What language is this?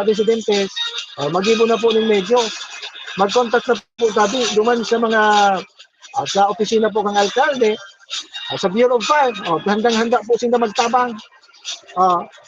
Bikol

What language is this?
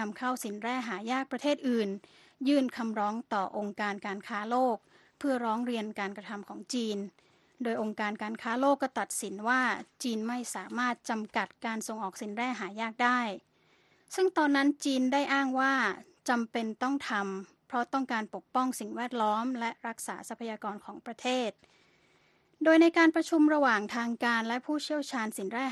Thai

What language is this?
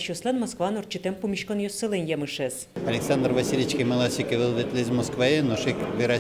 Udmurt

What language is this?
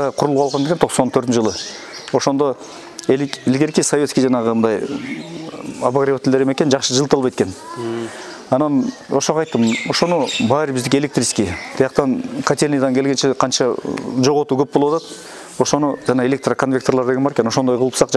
Kyrgyz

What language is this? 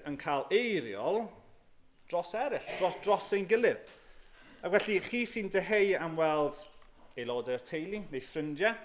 Welsh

